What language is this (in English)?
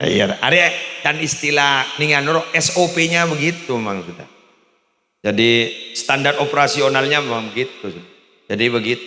Madurese